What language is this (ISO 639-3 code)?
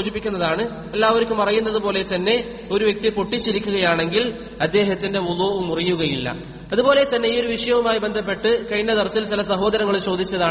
mal